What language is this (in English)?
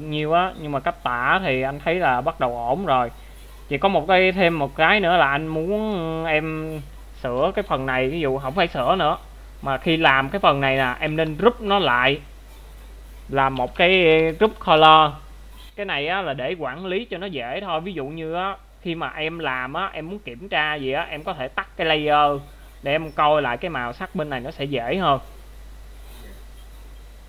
Vietnamese